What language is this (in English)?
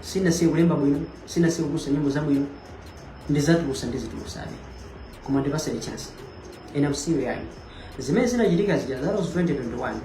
Nyanja